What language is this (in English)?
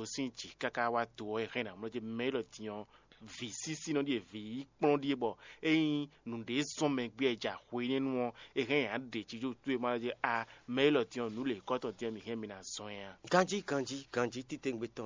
Fon